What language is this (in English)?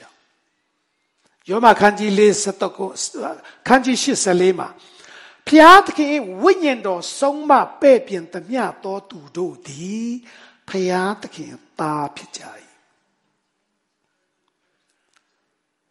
Burmese